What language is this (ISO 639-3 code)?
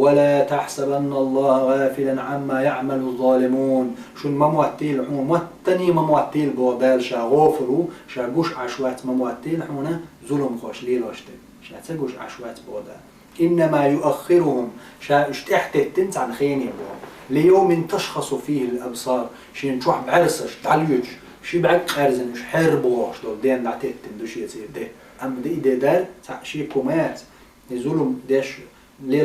che